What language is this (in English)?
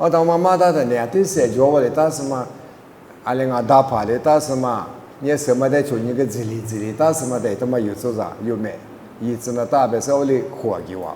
Lisu